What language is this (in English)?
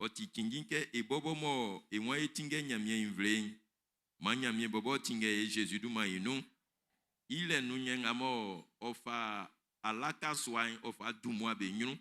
Baoulé